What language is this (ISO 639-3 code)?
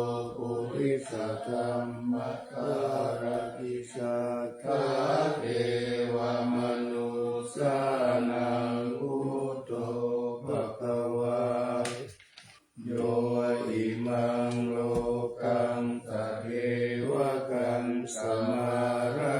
pli